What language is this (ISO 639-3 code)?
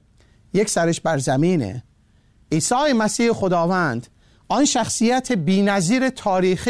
fas